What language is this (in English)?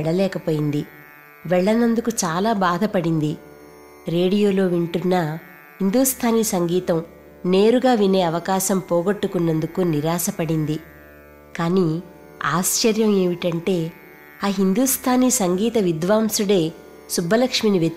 Telugu